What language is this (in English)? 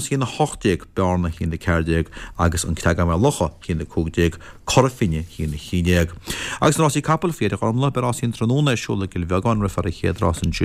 Irish